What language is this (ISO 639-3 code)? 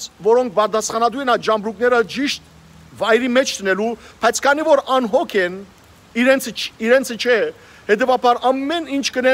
hyw